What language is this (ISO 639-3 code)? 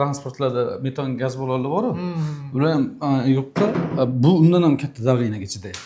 uzb